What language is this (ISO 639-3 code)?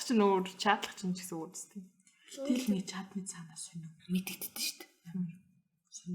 mon